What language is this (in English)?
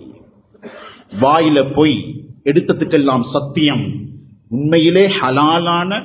Tamil